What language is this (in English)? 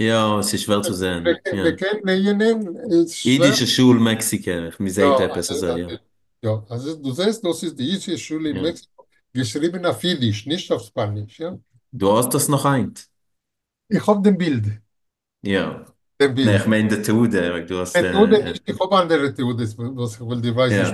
Yiddish